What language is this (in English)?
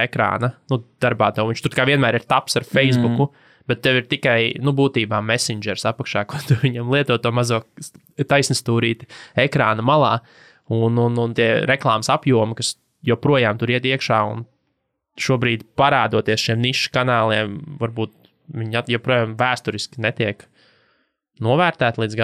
Latvian